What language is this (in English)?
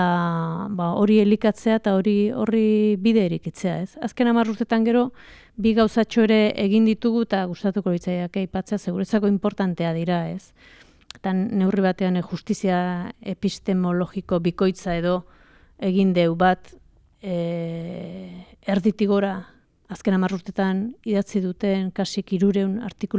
Basque